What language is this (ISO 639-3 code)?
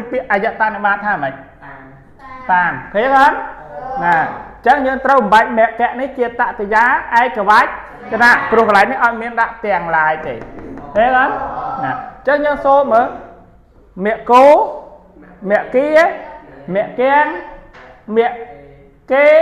khm